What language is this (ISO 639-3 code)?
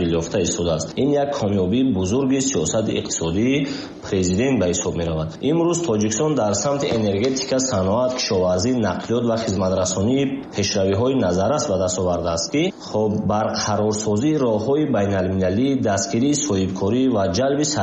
tgk